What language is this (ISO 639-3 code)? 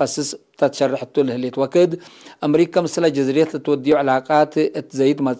tig